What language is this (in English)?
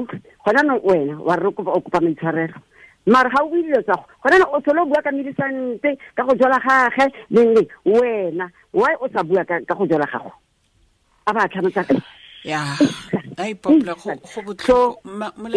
Tswana